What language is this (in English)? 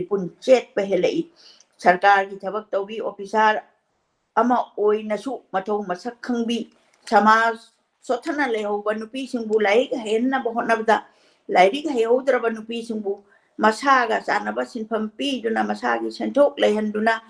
Manipuri